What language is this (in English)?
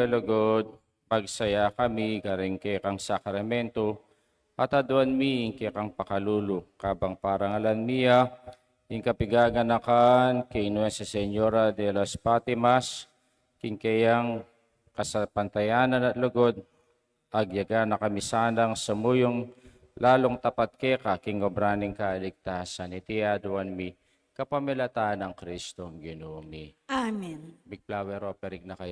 Pampanga